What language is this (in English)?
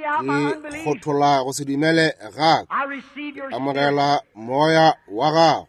Northern Sotho